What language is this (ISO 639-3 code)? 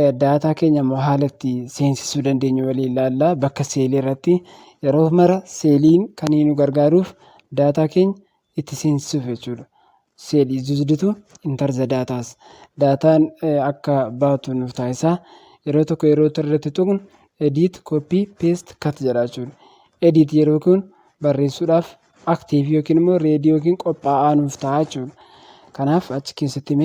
orm